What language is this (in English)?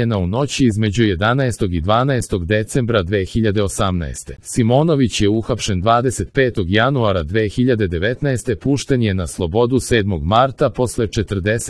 Serbian